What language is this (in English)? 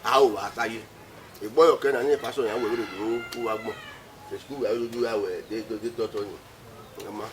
Bini